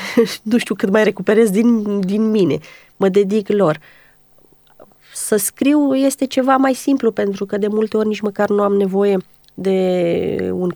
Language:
Romanian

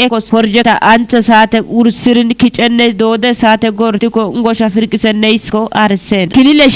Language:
Kafa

